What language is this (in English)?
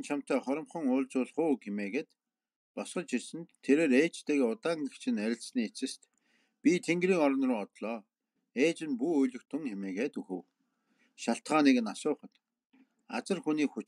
Mongolian